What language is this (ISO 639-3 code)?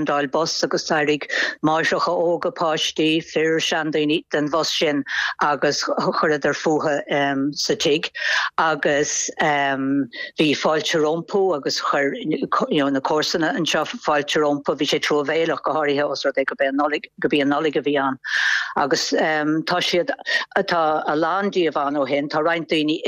gle